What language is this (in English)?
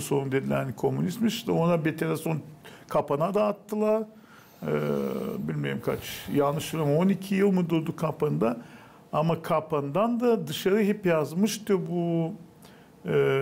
Gagauz